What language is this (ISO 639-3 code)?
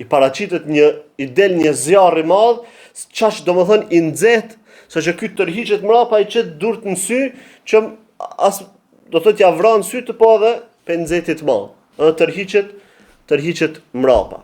sqi